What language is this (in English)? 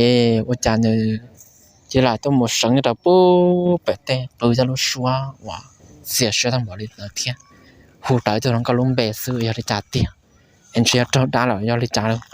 Hmong